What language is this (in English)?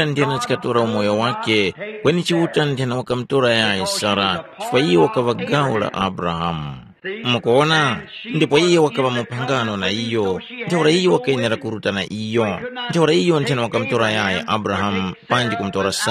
Tumbuka